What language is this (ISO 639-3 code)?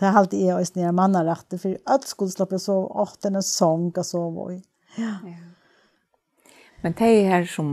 fao